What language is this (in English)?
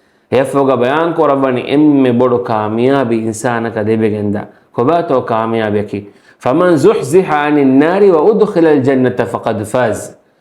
Divehi